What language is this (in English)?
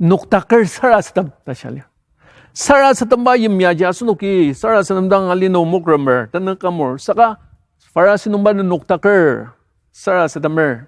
Ao Naga